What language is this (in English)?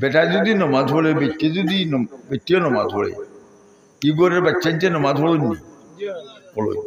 Sylheti